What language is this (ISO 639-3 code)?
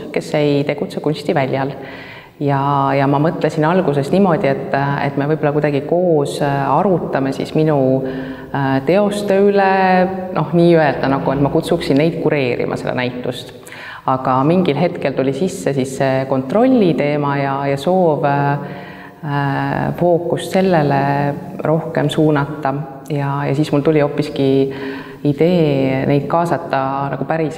est